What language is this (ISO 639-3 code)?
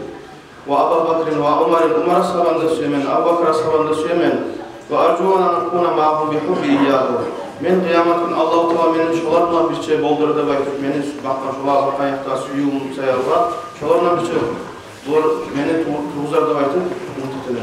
kum